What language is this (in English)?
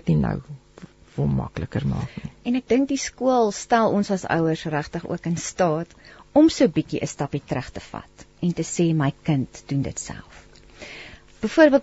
Afrikaans